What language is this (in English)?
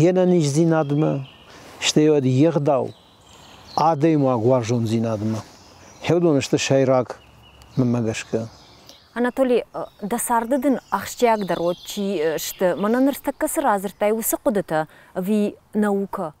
Ossetic